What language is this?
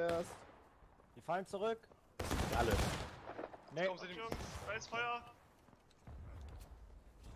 German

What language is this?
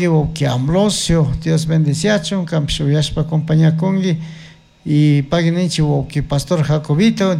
Chimborazo Highland Quichua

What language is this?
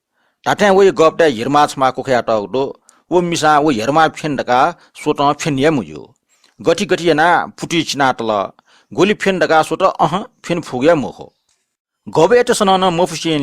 Newari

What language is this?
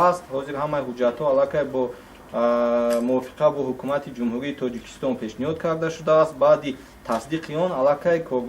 Tajik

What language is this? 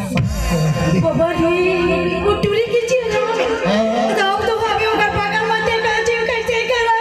Chhattisgarhi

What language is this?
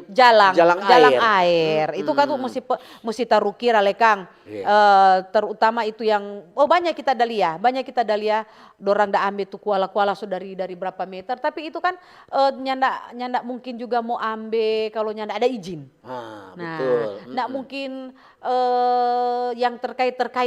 Manado Malay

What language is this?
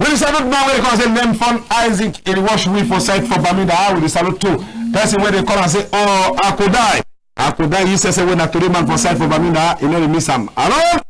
Cameroon Pidgin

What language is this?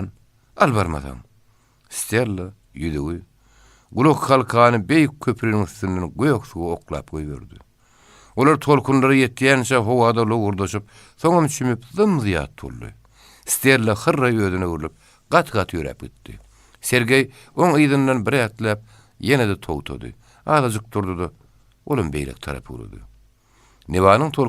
Turkmen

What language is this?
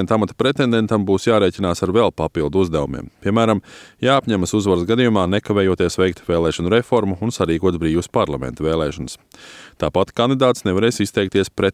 Latvian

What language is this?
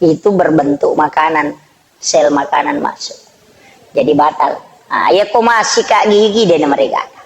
Buginese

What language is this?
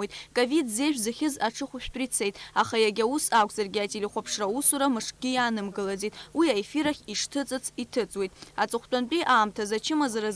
Abkhazian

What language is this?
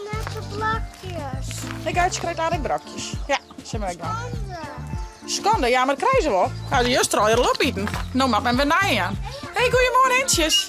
Western Frisian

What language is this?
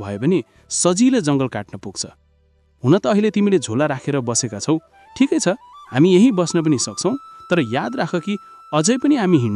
Nepali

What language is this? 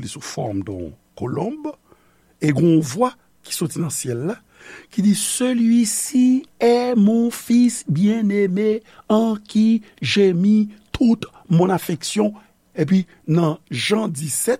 Haitian Creole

